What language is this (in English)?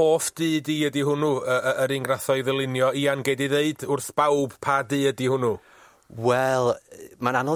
Welsh